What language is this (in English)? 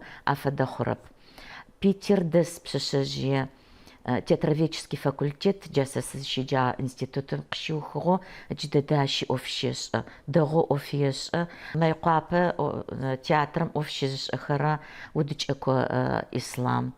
Adyghe